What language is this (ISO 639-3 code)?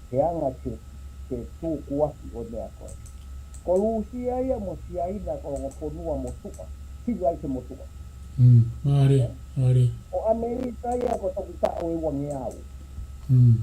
ton